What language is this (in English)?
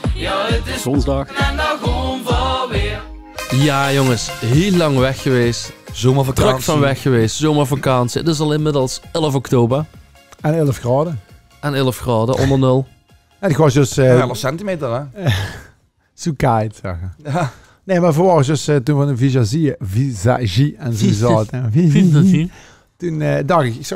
Limburgish